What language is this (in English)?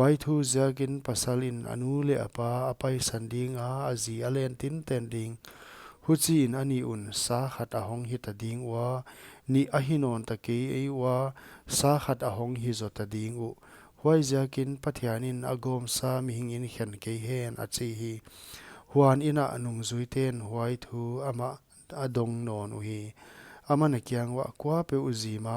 Paite Chin